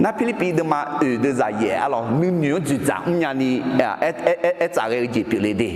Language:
Akha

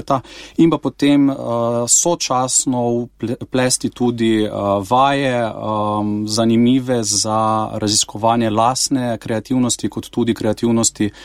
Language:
Slovenian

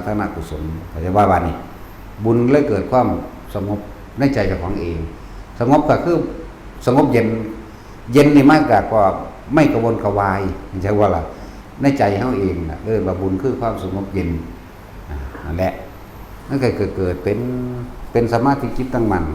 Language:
Northeastern Thai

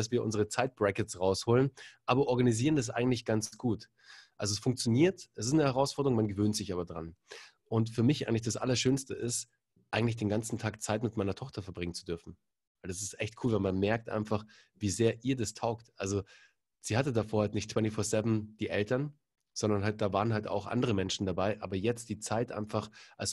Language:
German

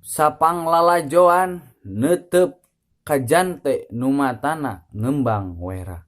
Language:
Sundanese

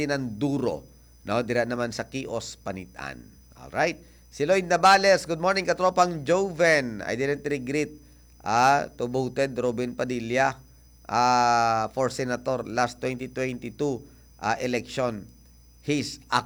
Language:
Hiligaynon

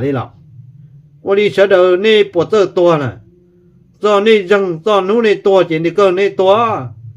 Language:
Hmong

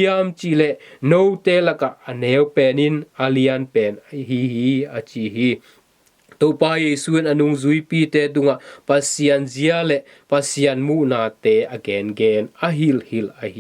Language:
Tedim Chin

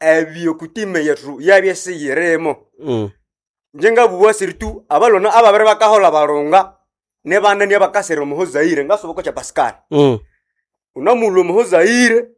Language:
Nande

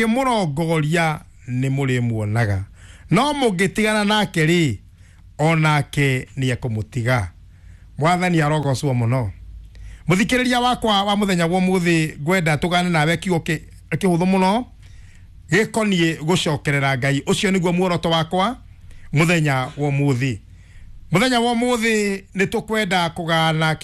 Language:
Kikuyu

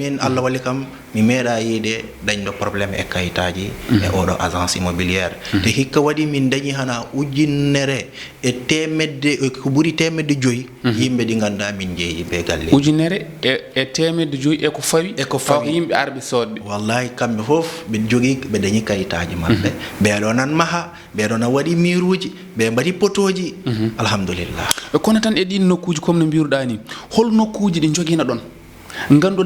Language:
Fula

